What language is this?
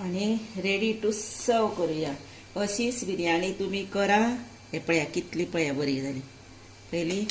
Konkani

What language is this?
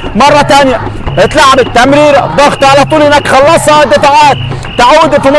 Egyptian Arabic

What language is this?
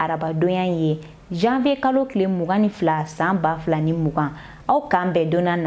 Bambara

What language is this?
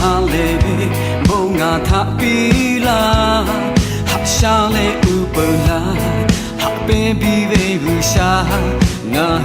Lahu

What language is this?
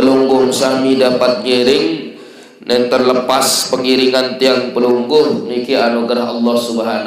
Sasak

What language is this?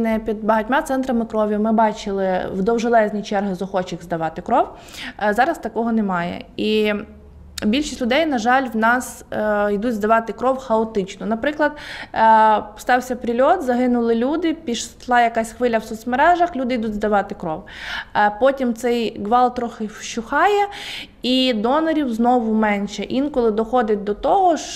Ukrainian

